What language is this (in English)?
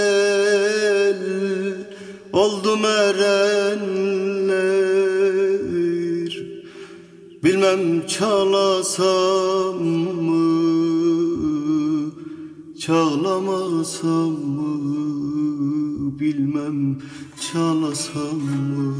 Turkish